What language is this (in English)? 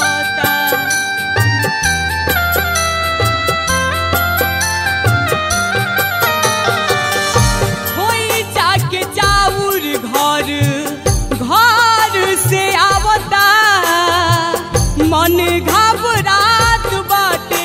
Bhojpuri